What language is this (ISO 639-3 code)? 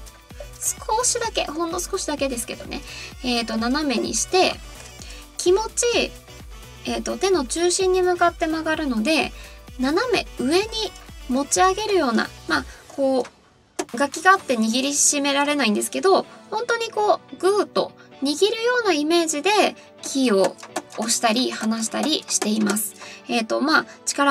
jpn